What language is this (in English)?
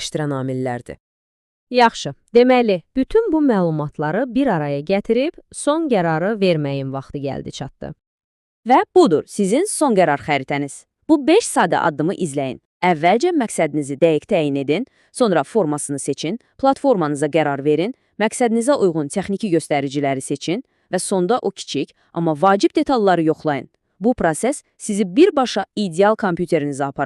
Azerbaijani